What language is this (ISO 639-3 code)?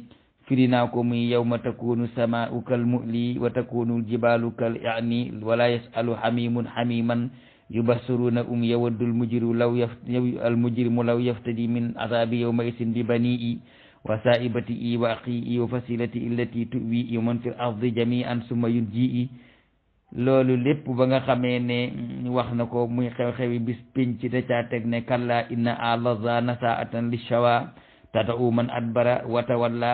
wol